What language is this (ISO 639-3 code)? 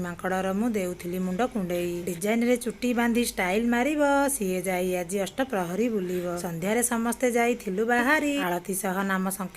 ori